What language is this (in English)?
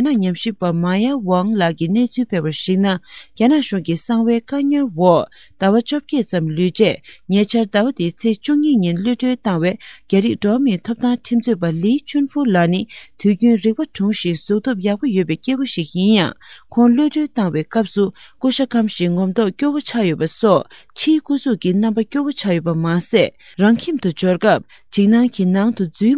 Tibetan